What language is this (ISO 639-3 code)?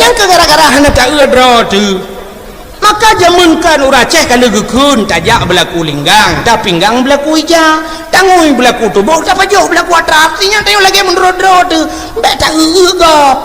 ace